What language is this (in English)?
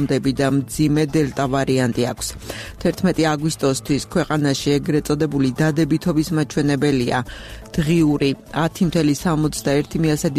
Georgian